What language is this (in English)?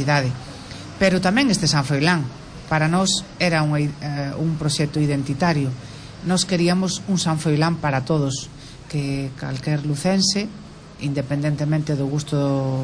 Galician